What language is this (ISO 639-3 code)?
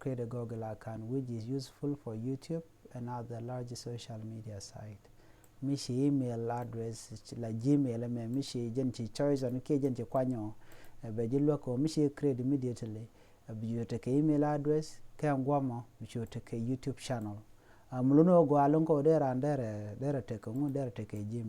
nus